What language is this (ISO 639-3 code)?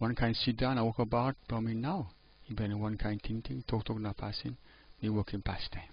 tpi